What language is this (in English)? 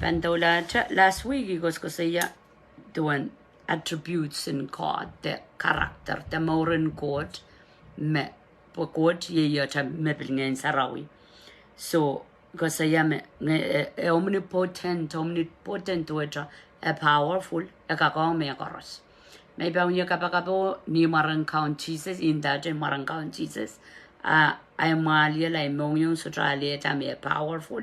Pohnpeian